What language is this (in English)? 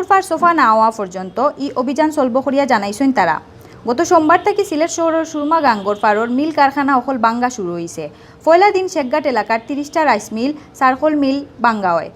Sylheti